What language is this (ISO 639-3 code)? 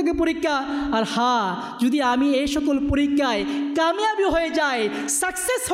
ben